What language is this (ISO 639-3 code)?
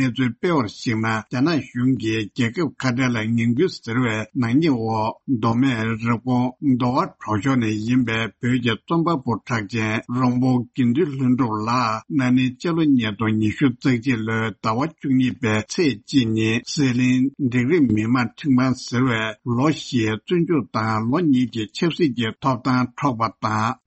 bod